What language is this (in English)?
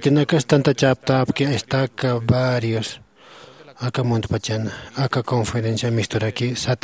Aymara